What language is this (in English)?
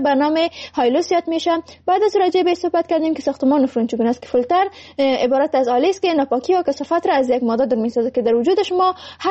Persian